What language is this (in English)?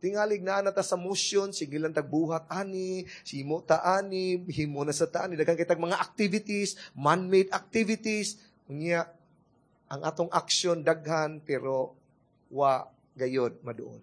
Cebuano